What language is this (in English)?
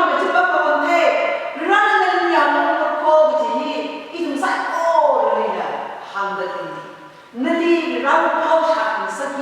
Tangkhul Naga (India)